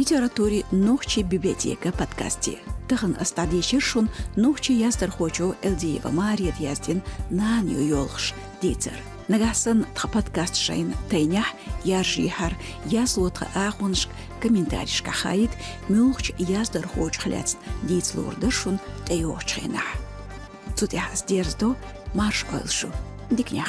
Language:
Chechen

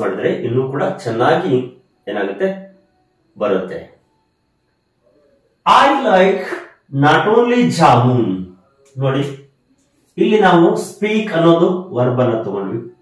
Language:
Kannada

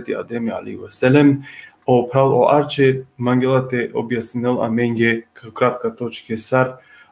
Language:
Balkan Romani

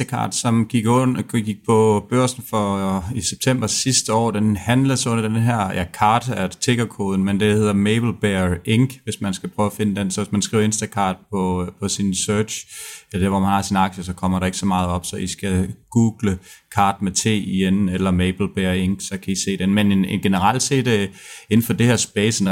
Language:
Danish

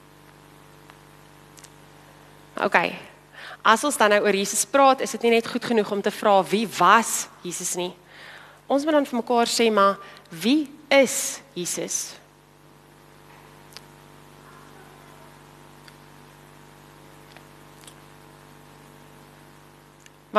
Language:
Afrikaans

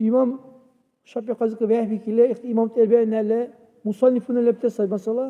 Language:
Dargwa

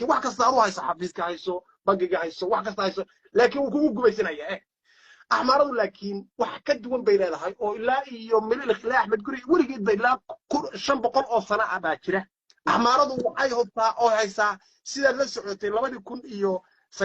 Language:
Somali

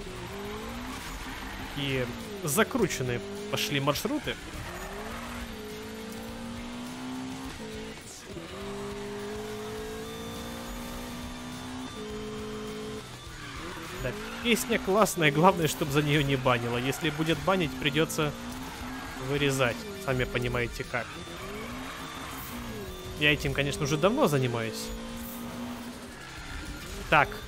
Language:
Russian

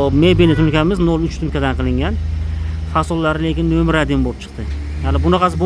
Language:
Uzbek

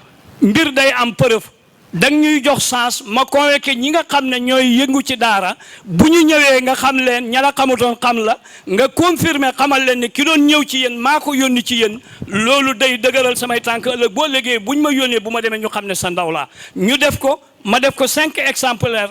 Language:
Wolof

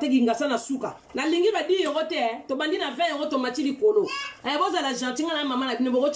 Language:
Lingala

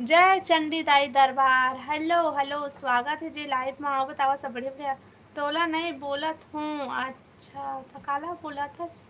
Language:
Chhattisgarhi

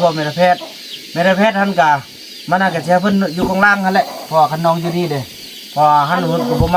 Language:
Northeastern Thai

